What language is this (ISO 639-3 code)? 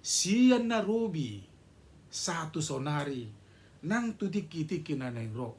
bbc